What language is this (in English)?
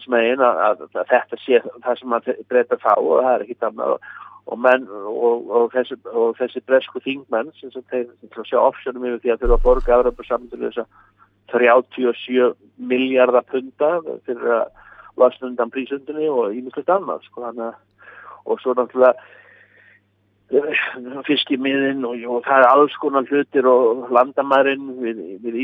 Icelandic